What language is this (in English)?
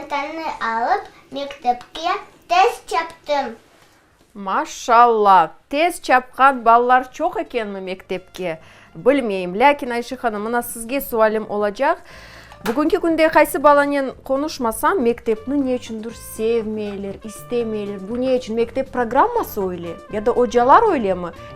Crimean Tatar